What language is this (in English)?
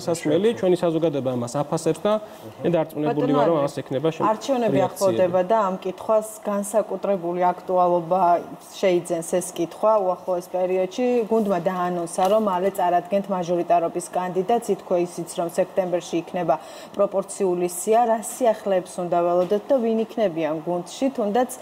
Georgian